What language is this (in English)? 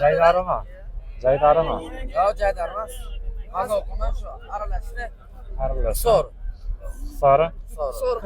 Uzbek